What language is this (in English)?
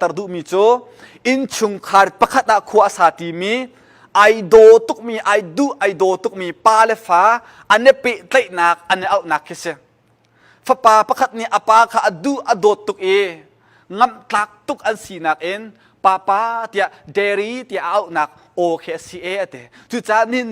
Hakha Chin